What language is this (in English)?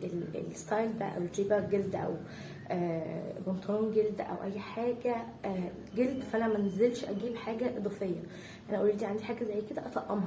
Egyptian Arabic